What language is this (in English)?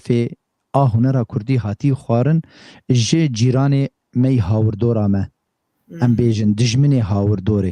Kurdish